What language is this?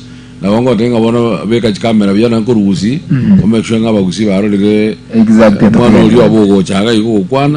Gusii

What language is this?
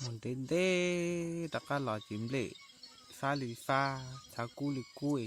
Hmong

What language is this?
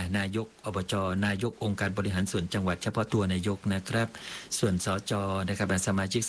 Thai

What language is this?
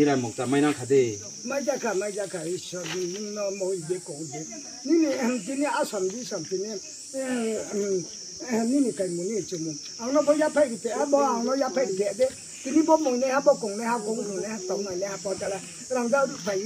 Riang (India)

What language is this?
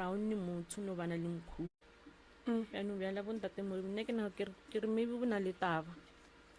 Northern Sotho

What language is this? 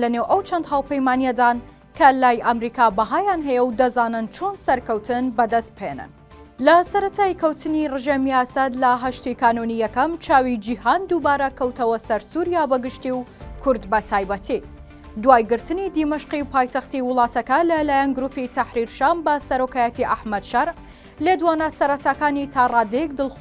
Central Kurdish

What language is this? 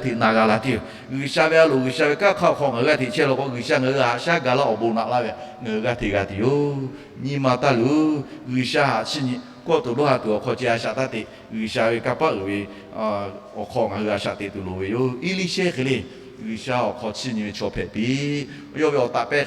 Lahu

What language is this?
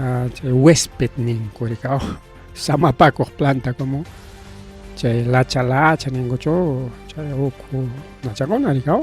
Ayacucho Quechua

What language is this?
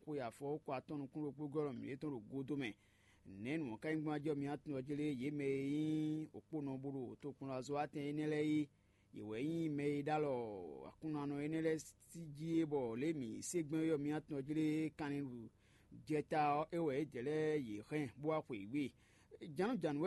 Fon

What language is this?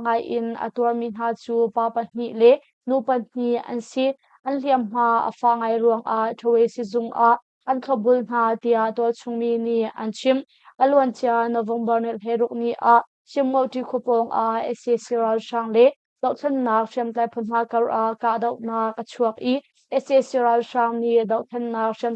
Hakha Chin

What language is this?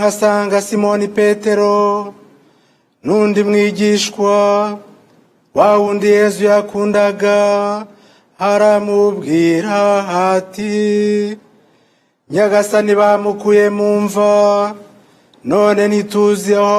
Kinyarwanda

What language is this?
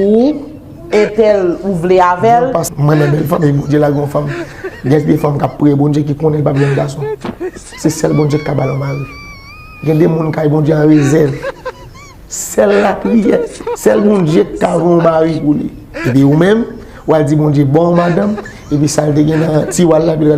Haitian Creole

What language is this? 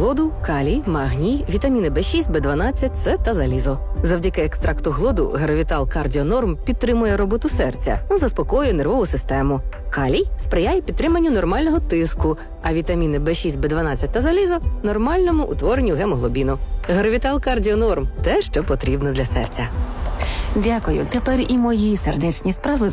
Ukrainian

